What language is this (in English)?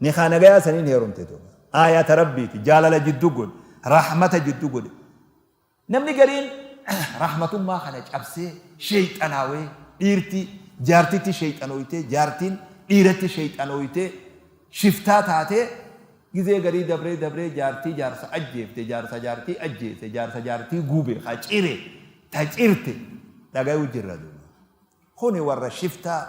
Oromo